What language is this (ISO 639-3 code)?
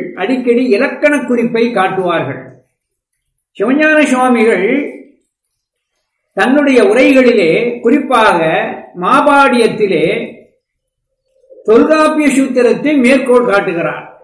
tam